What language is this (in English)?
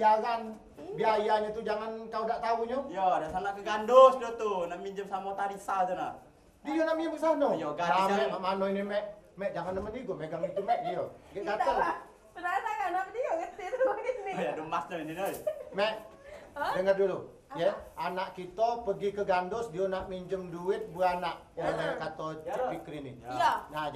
Musi